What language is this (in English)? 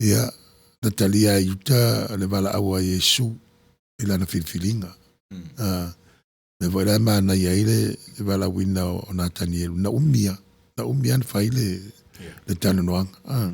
Samoan